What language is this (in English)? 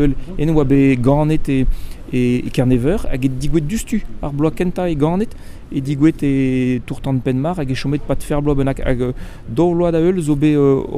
Breton